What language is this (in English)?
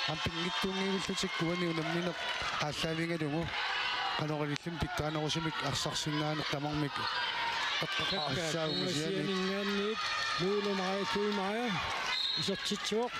Kalaallisut